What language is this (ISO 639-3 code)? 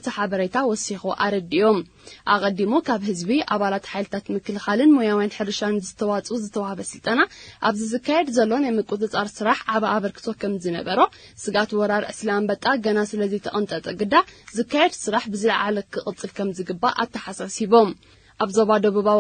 tir